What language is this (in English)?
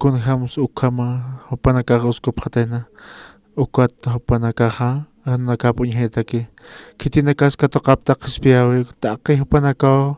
Aymara